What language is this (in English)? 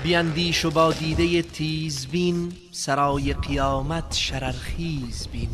Tajik